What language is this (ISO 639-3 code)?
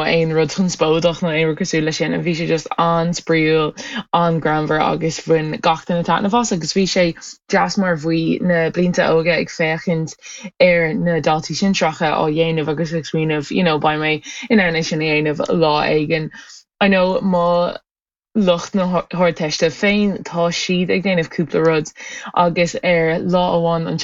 gle